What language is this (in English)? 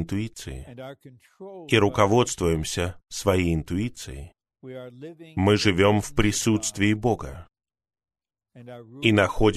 Russian